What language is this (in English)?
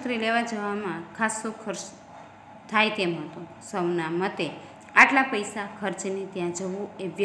Gujarati